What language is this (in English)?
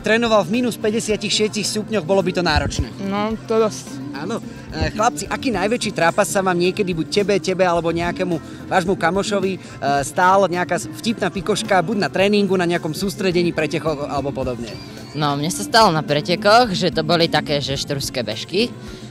Slovak